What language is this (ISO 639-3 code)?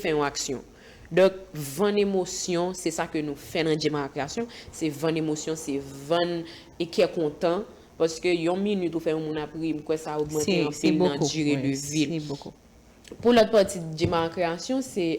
hat